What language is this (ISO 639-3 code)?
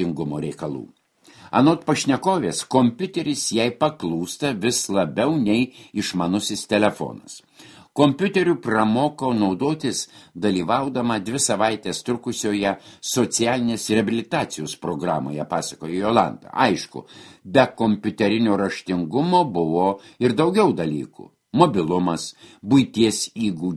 lit